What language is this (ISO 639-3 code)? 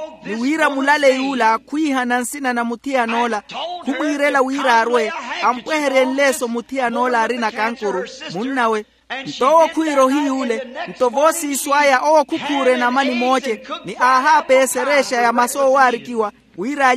vmw